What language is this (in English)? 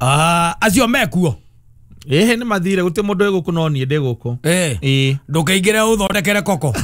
Kikuyu